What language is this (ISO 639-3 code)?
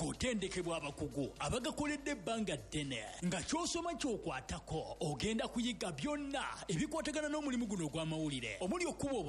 lug